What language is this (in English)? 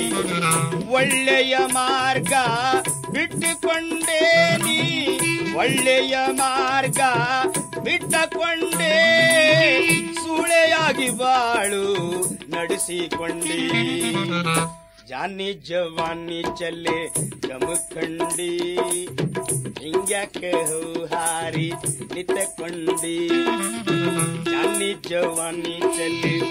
Kannada